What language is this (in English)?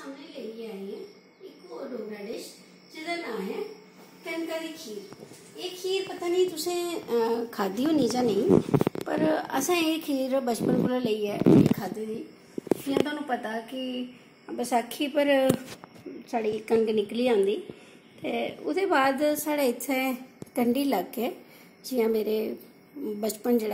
Dogri